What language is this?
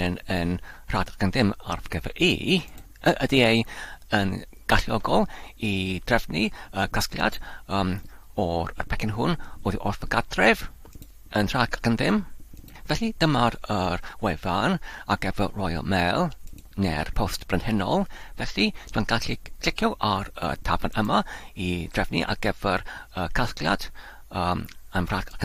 Welsh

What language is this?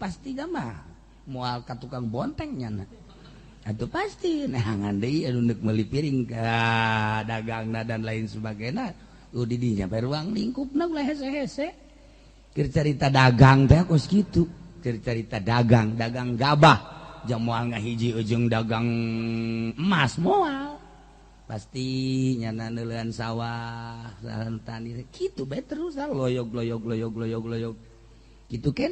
Sundanese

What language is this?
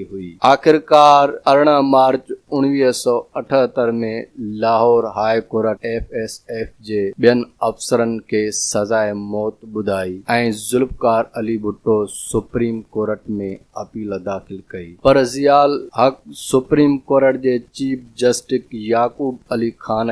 Sindhi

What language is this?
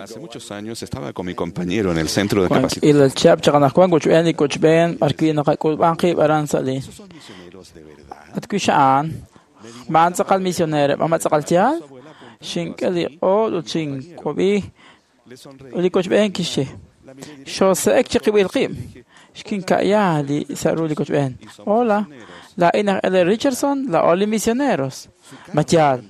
Kekchí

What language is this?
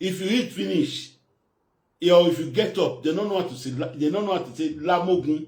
Nigerian Pidgin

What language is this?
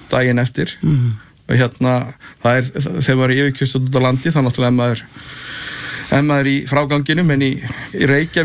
Icelandic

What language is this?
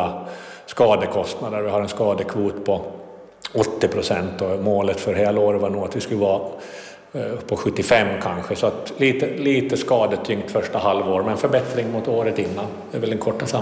Swedish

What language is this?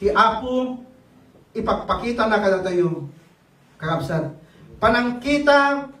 Iloko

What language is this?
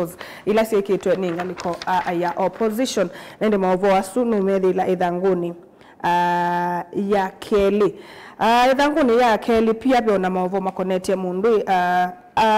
Kamba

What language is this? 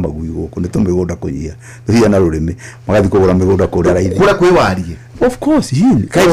Kikuyu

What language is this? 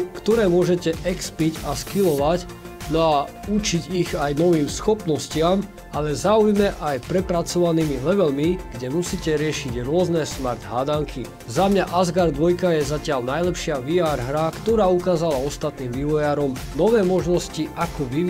Slovak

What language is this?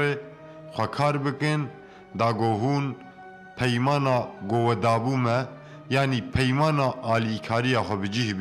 Kurdish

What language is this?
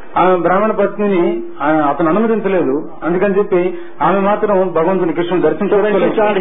Telugu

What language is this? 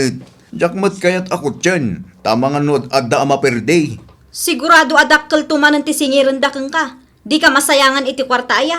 Iloko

